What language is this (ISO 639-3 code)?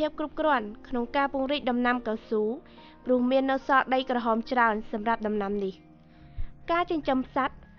khm